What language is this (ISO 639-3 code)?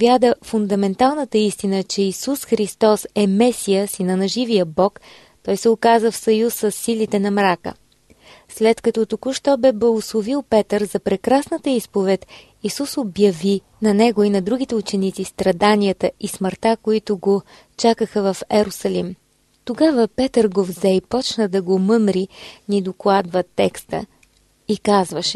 bul